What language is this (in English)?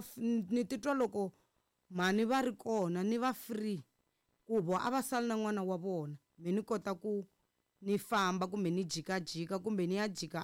Tsonga